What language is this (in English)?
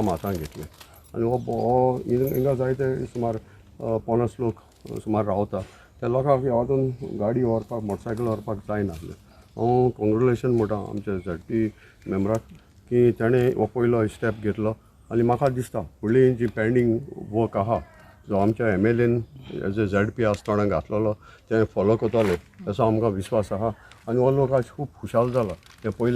Konkani